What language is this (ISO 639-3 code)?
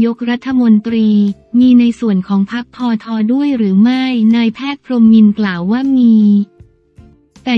tha